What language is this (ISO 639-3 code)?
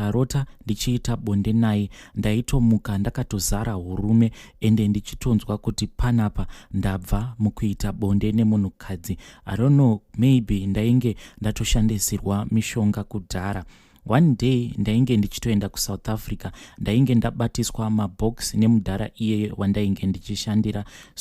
sna